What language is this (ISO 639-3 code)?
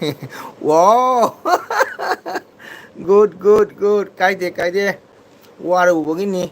mni